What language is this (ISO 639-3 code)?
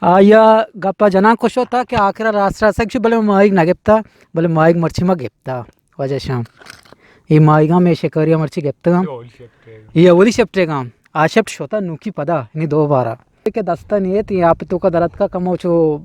bgp